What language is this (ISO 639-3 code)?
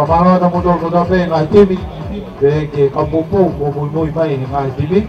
ton